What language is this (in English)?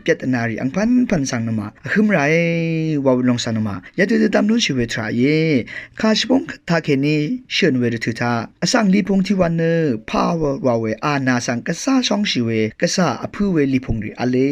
Rawang